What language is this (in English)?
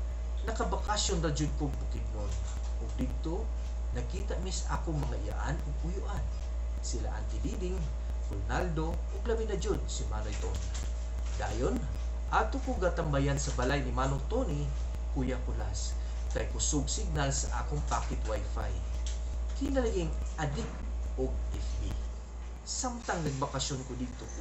Cebuano